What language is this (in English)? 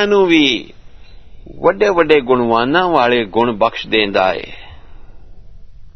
Punjabi